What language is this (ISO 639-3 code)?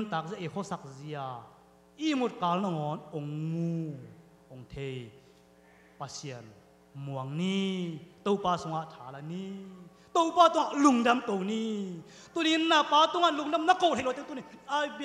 ctd